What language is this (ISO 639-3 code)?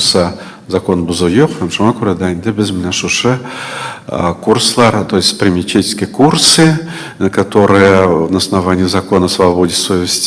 tat